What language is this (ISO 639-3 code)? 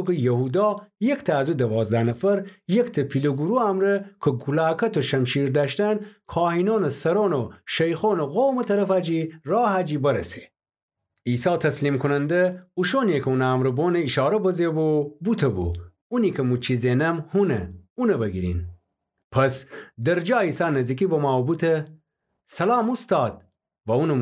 glk